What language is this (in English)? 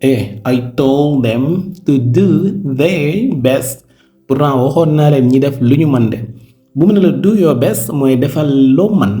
Wolof